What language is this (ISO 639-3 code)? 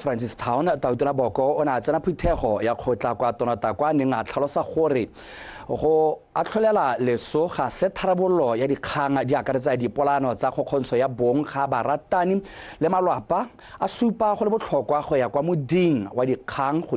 tsn